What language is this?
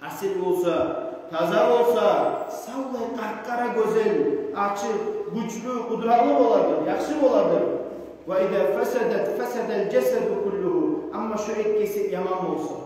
Kumyk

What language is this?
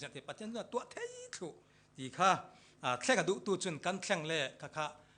Falam Chin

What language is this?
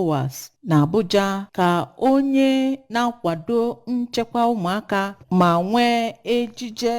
Igbo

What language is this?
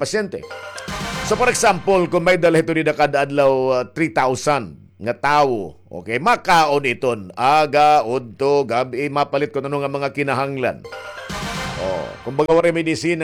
Waray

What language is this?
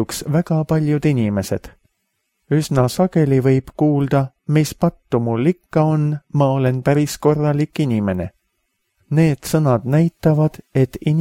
Estonian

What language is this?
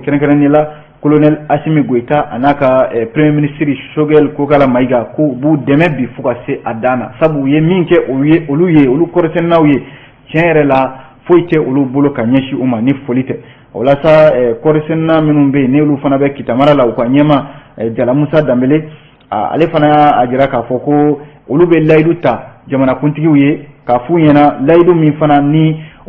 Bambara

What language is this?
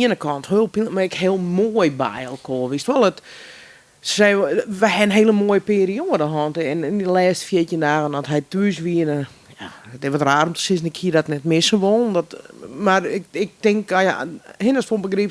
Western Frisian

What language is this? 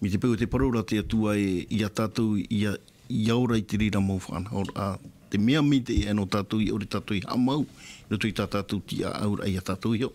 Tahitian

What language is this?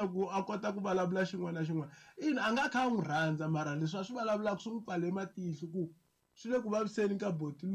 Tsonga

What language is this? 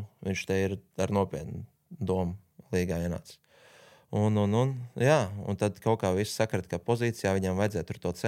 Latvian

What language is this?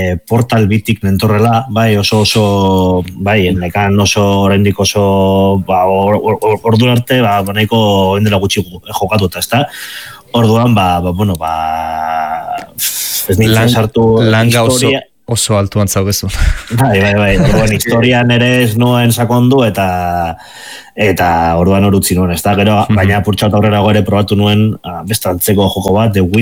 Basque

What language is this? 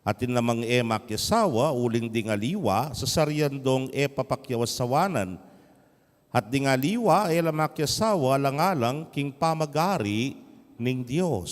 Pampanga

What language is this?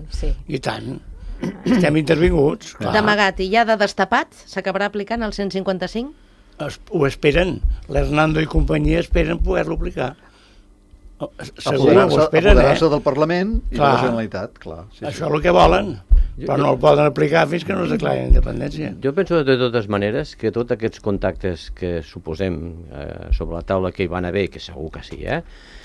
Catalan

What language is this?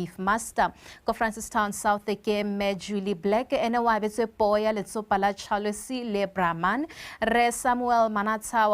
Tswana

